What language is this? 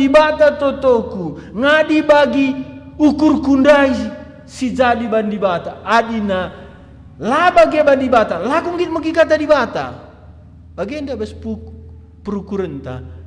Batak Karo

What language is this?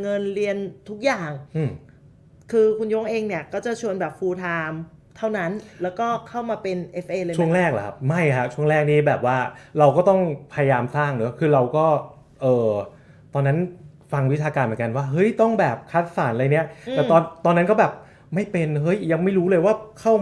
Thai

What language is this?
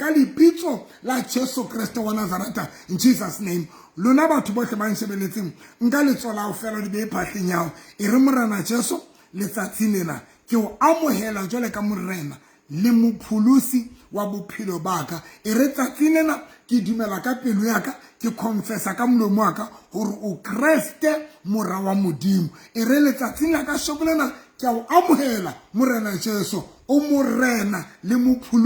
Southern Sotho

